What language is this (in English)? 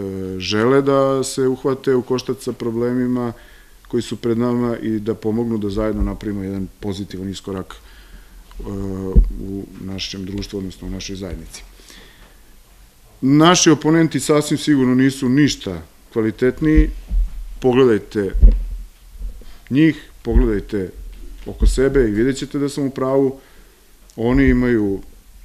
Serbian